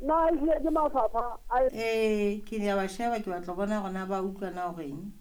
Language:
Southern Sotho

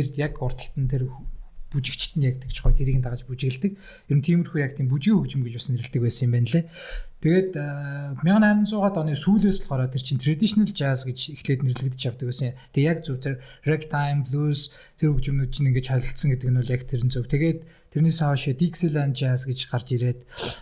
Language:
Mongolian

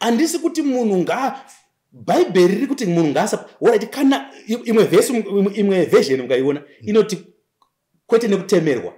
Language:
Shona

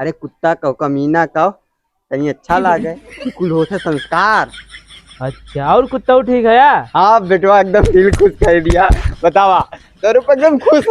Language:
Awadhi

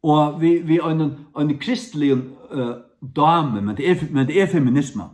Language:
Faroese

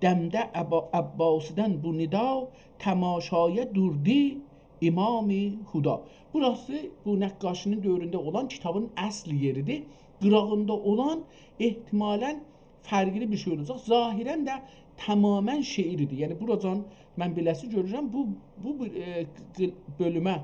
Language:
South Azerbaijani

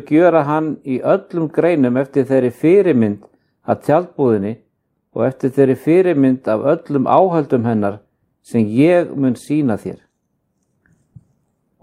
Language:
Icelandic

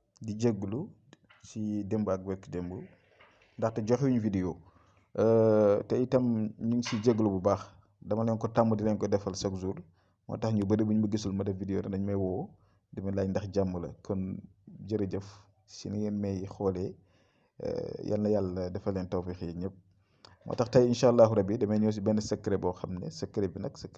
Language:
Wolof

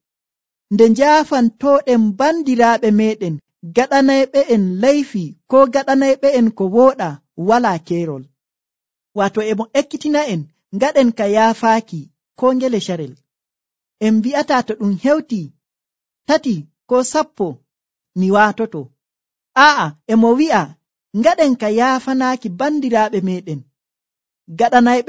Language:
Nigerian Fulfulde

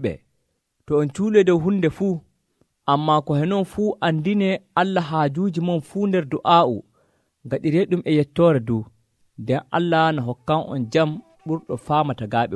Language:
Nigerian Fulfulde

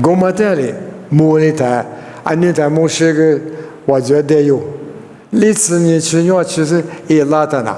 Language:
Lisu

